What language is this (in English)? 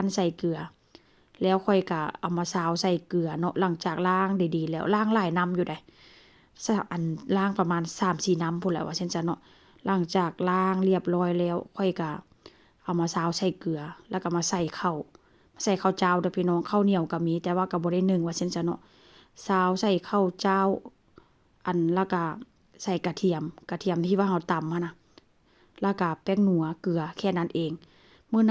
Northeastern Thai